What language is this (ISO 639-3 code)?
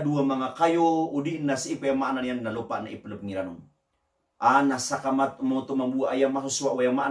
mrw